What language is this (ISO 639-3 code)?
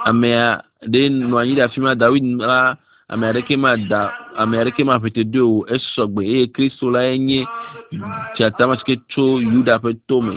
ewe